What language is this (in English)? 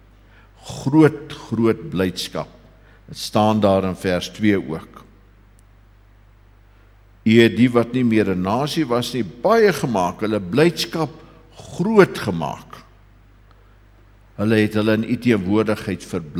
Afrikaans